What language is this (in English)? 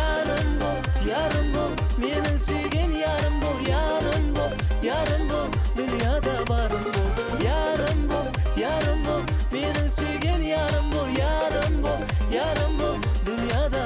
Kara-Kalpak